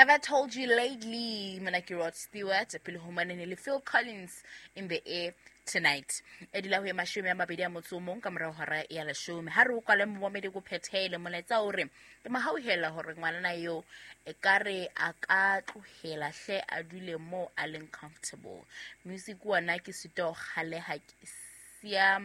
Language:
Southern Sotho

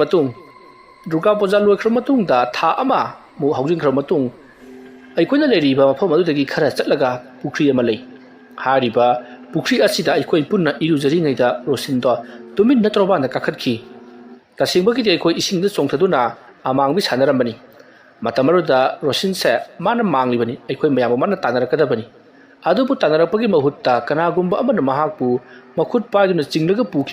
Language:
Manipuri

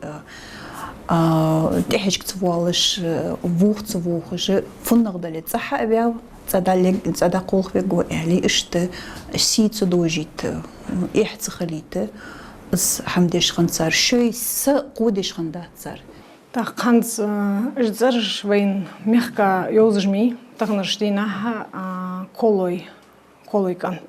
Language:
Ingush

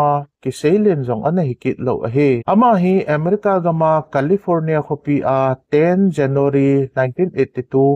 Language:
Thado Chin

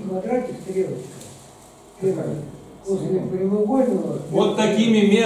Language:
Russian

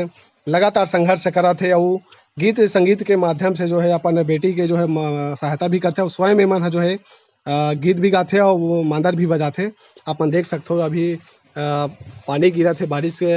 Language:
Chhattisgarhi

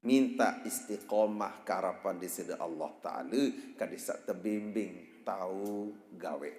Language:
Sasak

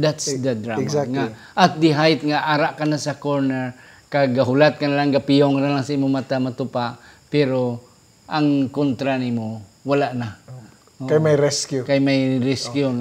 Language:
Hiligaynon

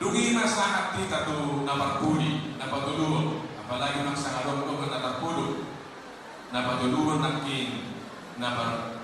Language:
Batak Toba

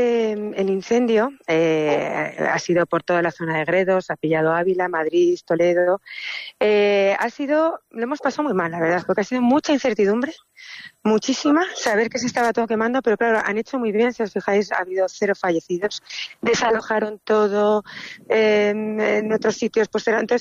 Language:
Spanish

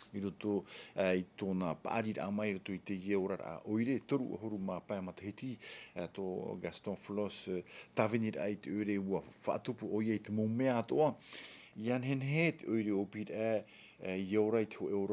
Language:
Tahitian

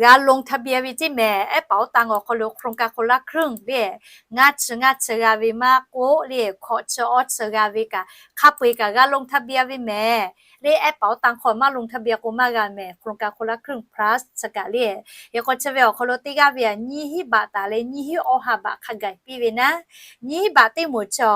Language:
Lahu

